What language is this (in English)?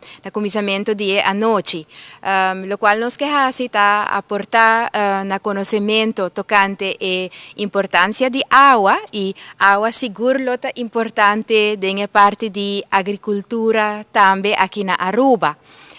Papiamento